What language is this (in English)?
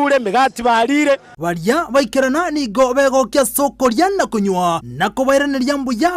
Gusii